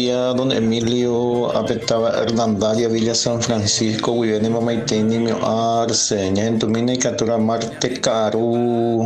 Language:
Guarani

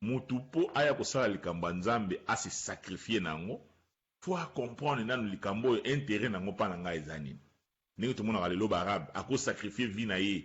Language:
Lingala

